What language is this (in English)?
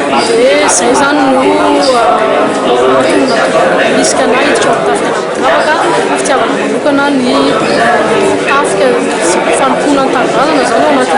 Malagasy